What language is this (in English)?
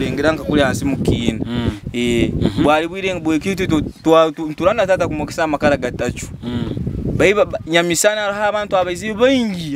Nyoro